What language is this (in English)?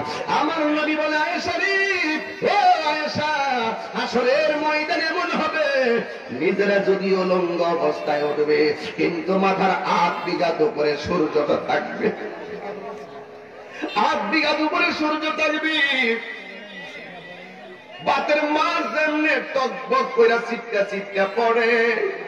Bangla